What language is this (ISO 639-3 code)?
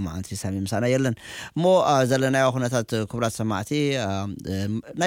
tir